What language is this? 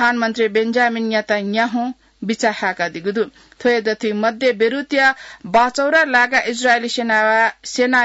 Newari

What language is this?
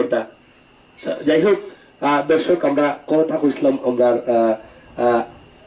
Sylheti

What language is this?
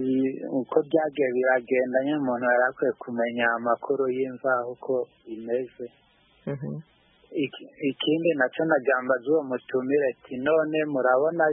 Kinyarwanda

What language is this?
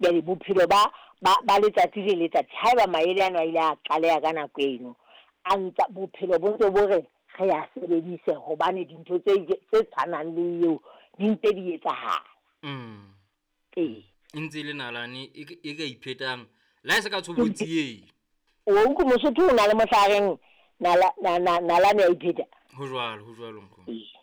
Southern Sotho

